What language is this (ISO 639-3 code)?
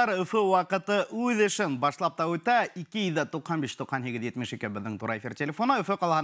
bak